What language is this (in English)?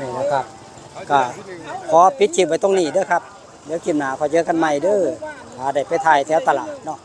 Northeastern Thai